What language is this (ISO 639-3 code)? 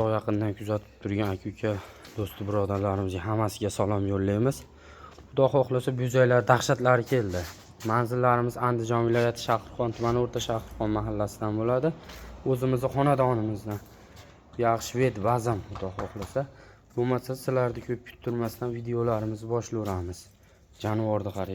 uzb